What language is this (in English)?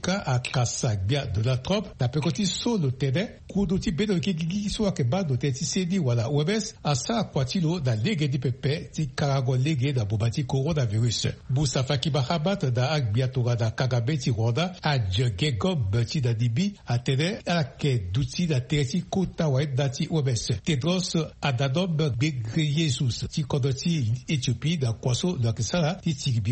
Sango